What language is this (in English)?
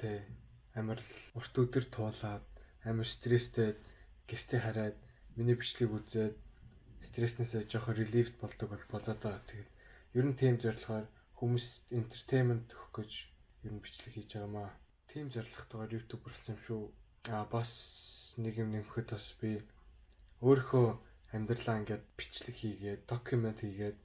Mongolian